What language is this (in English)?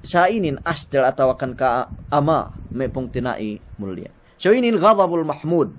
Yakan